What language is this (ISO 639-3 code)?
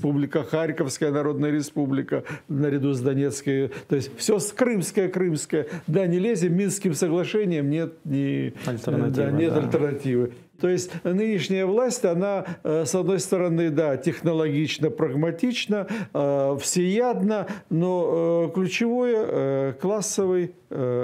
rus